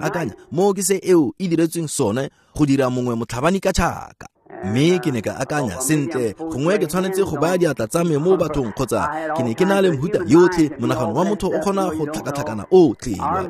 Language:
Tswana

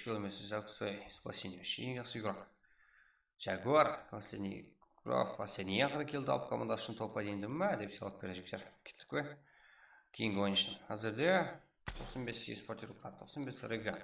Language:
Kara-Kalpak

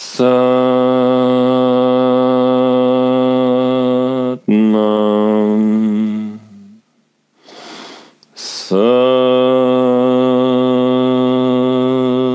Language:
Swedish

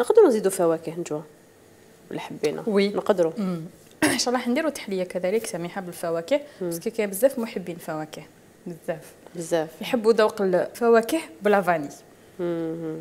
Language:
Algerian Arabic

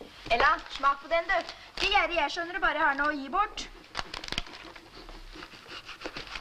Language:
Norwegian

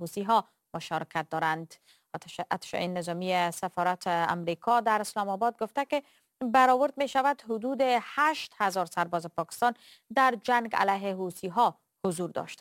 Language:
Persian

